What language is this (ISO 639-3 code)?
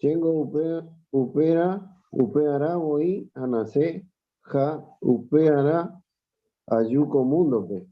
grn